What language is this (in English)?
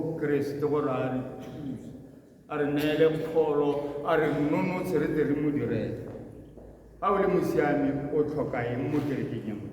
Tswana